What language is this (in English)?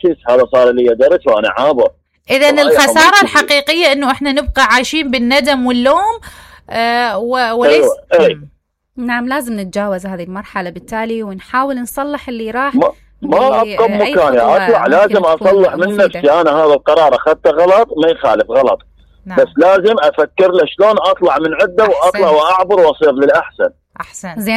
Mesopotamian Arabic